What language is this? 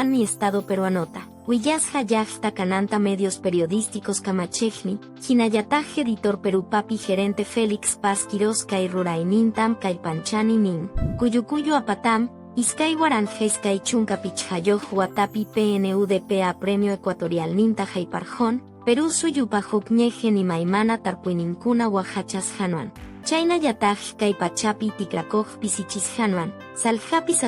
Quechua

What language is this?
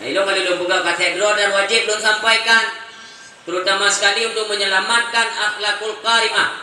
Achinese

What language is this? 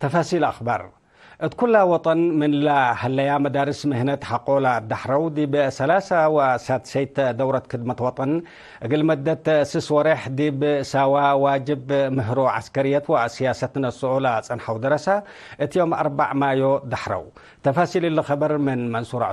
Tigre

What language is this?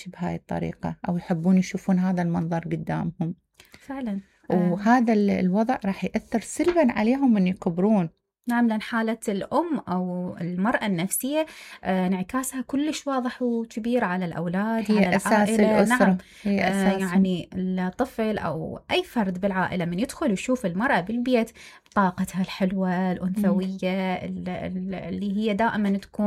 Mesopotamian Arabic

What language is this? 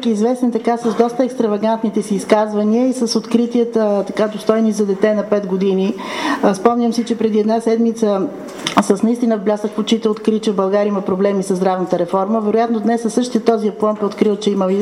Bulgarian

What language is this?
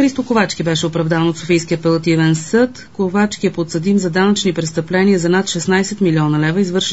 Bulgarian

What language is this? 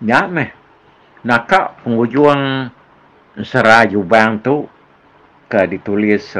Iban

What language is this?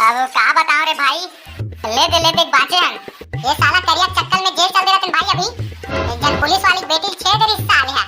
Chhattisgarhi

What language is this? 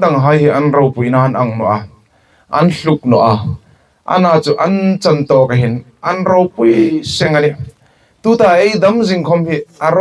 Hmar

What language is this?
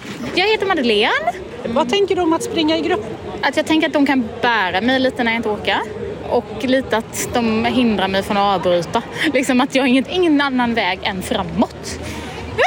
Swedish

